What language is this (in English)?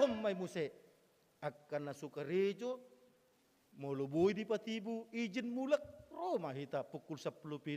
Batak Toba